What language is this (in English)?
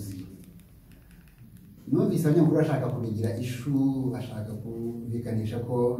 Kinyarwanda